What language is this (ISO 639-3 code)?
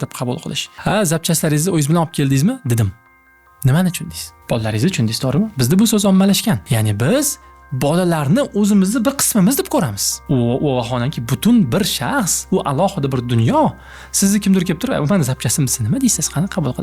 uzb